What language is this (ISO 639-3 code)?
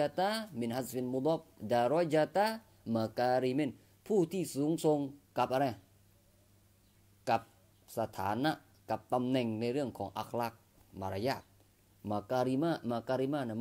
tha